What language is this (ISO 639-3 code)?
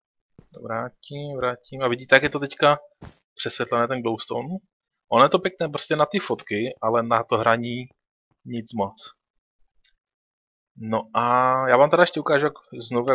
ces